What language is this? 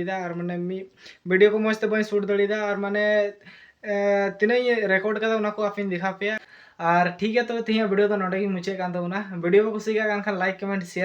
Santali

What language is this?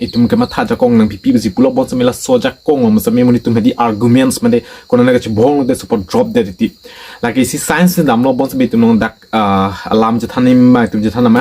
Karbi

